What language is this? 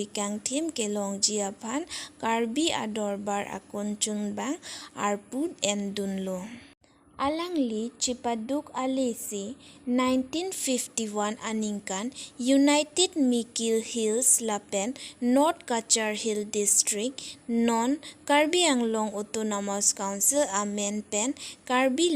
Karbi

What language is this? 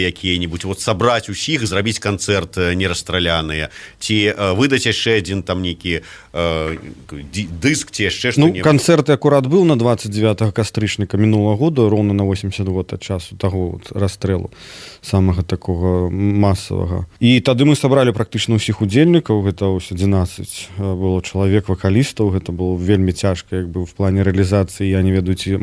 Belarusian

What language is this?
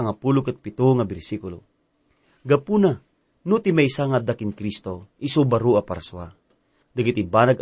Iloko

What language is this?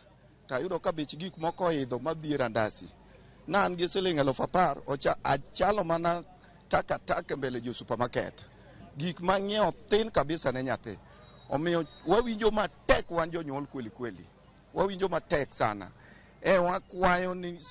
Luo (Kenya and Tanzania)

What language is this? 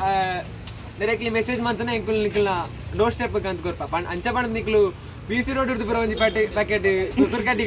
Tulu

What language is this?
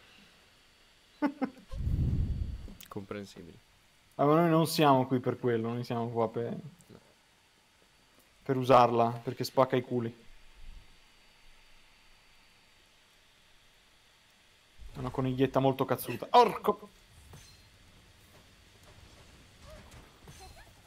Italian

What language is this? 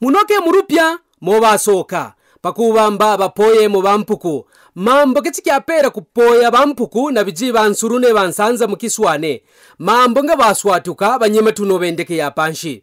Kaonde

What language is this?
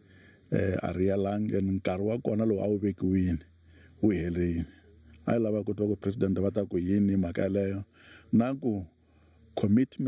Tsonga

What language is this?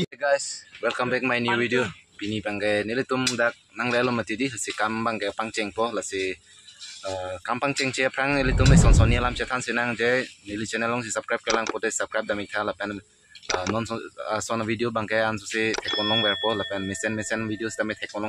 Karbi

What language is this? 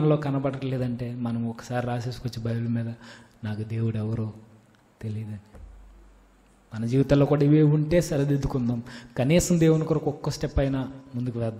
Telugu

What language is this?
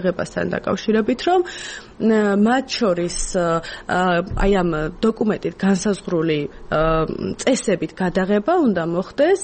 Georgian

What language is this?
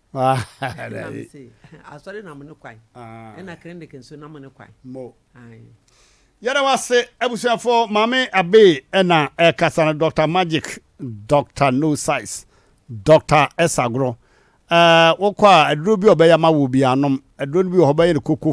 Akan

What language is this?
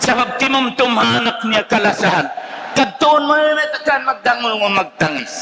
Tausug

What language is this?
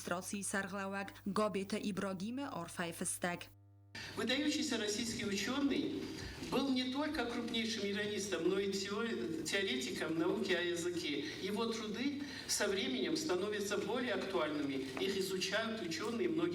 Ossetic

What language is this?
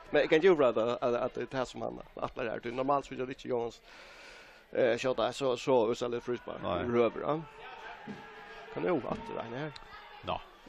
Faroese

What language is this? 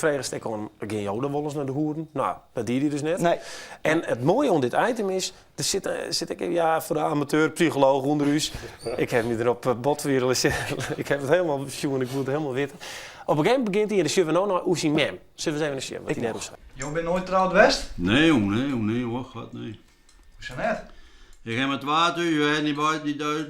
Western Frisian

